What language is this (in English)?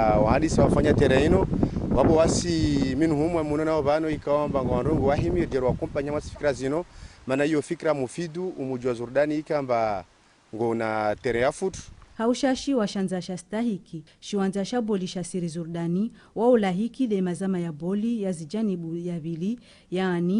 Ngazidja Comorian